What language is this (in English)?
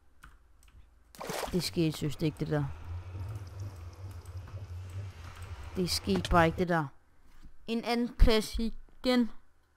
Danish